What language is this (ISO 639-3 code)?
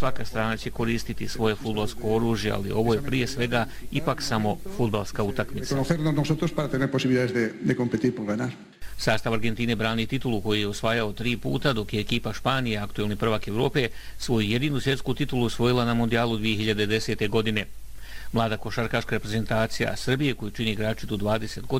bos